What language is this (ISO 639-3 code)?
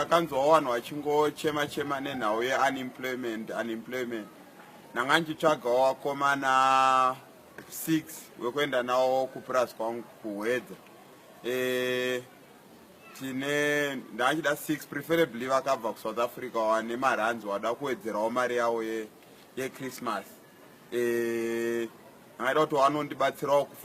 sna